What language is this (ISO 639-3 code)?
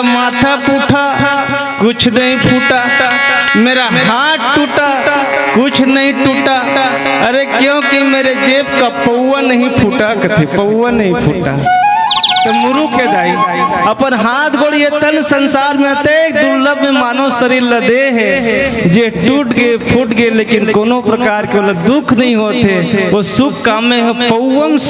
hne